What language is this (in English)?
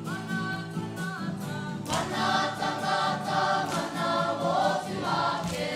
Māori